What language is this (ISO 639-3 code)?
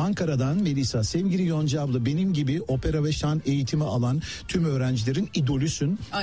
tur